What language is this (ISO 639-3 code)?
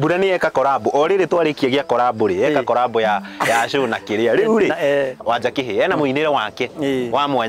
kik